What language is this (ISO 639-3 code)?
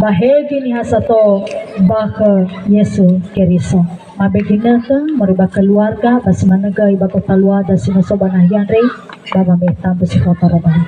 nia